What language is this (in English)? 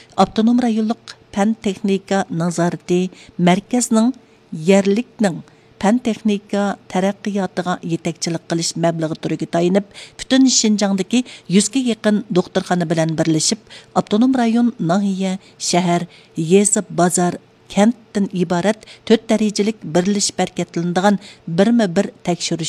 Uyghur